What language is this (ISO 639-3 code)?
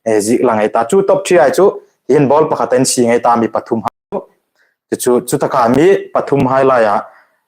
hmr